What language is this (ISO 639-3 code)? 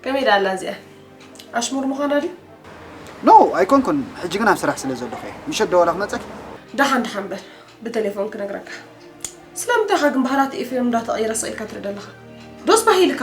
tir